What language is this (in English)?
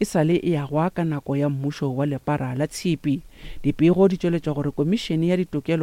Northern Sotho